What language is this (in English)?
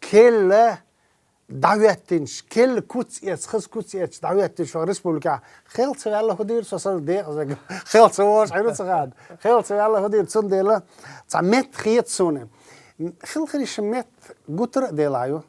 Chechen